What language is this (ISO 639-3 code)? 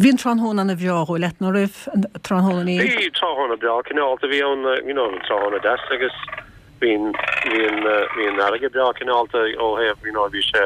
gle